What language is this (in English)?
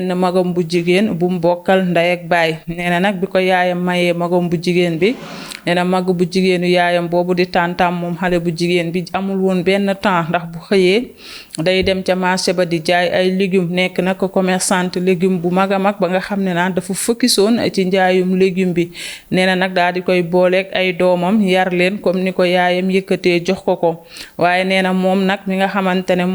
Wolof